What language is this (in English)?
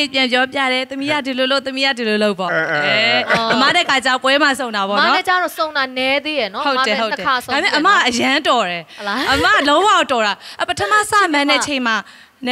Burmese